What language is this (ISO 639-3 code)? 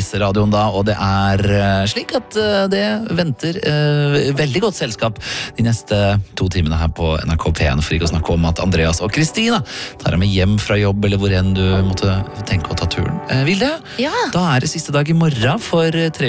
nor